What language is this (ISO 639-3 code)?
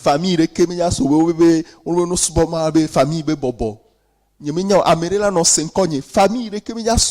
ewe